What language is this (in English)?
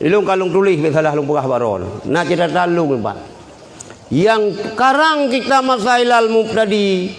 Achinese